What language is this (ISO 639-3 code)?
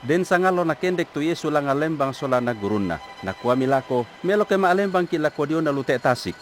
sda